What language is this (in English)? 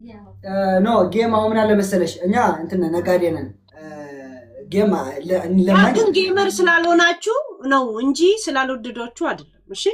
Amharic